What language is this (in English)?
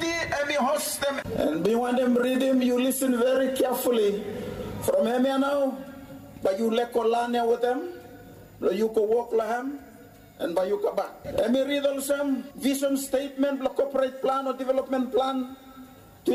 Bislama